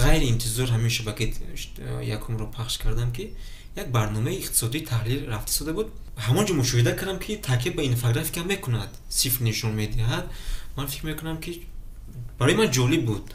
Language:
Tajik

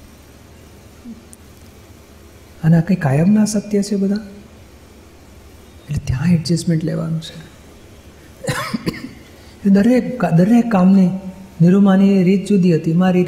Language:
Gujarati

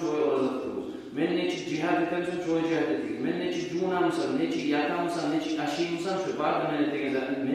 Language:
Kumyk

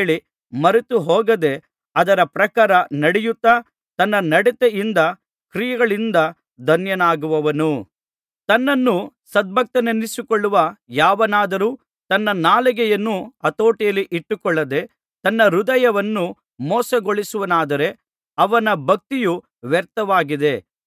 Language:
Kannada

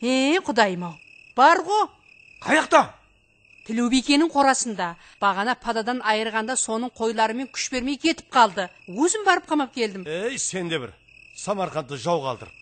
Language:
Kara-Kalpak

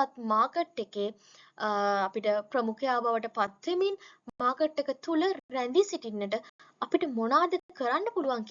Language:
Sinhala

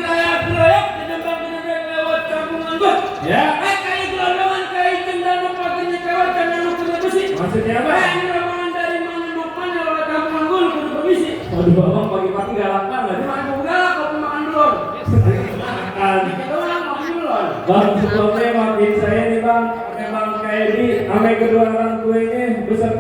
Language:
Betawi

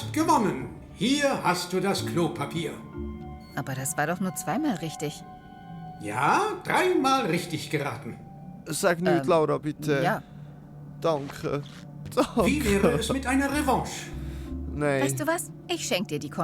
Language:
Swiss German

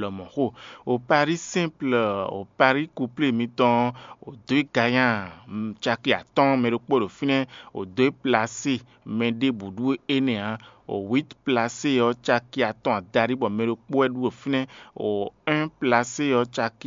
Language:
Fon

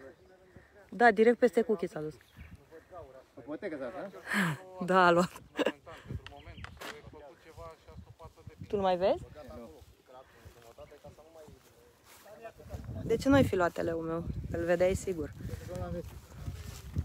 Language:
Romanian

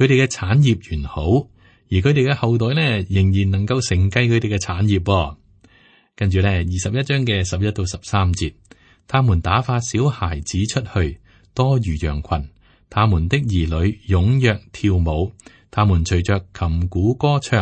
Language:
Cantonese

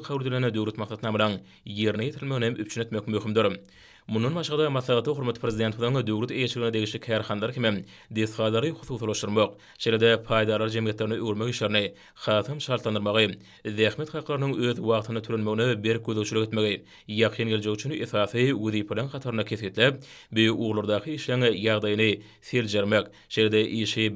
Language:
Turkmen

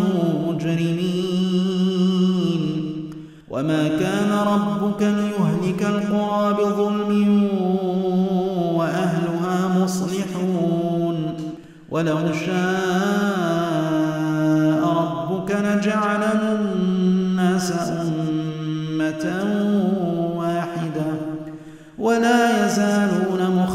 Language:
Arabic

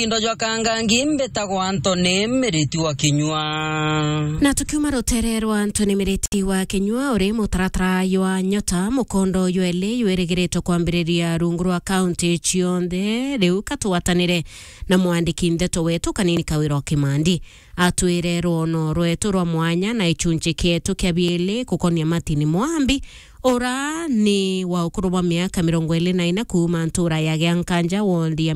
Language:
Meru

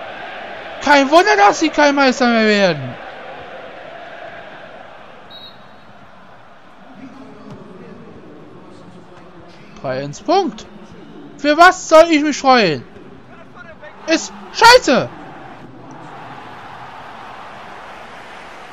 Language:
German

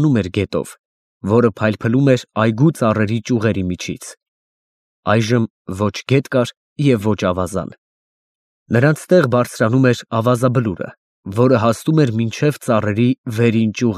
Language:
Armenian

